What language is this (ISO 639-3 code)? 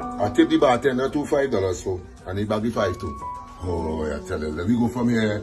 jam